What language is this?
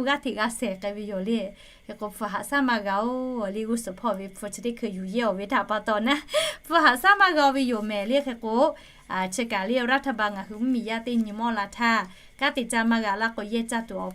Lahu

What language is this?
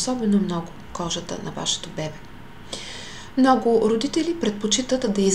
Bulgarian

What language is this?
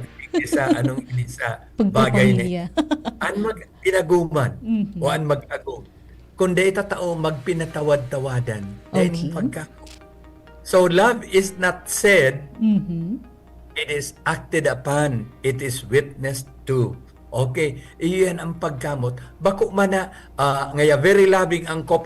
Bikol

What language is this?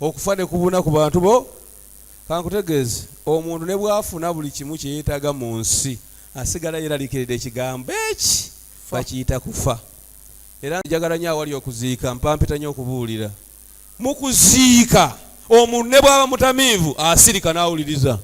Ganda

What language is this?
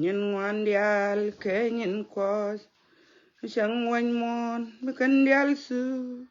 Nuer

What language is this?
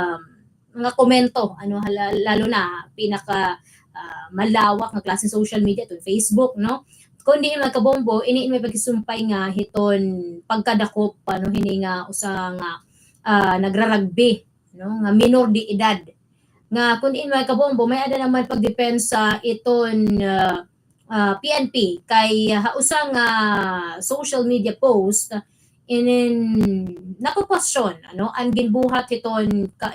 Waray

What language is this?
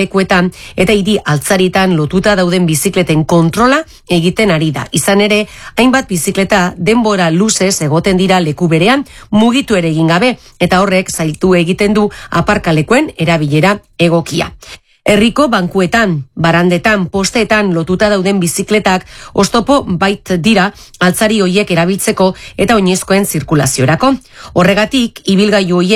Basque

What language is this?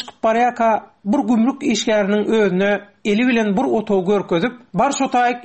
Turkmen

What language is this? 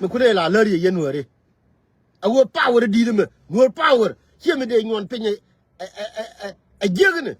Nuer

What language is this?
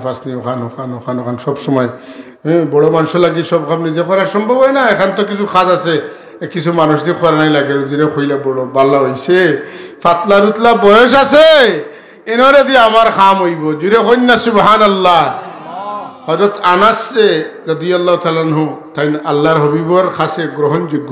Sylheti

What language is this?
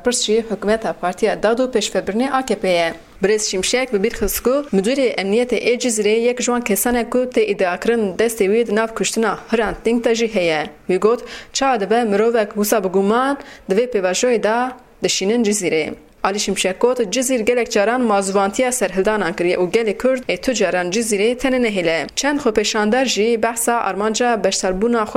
Kurdish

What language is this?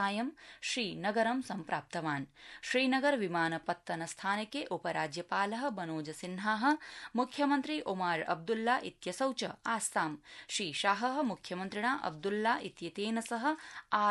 Sanskrit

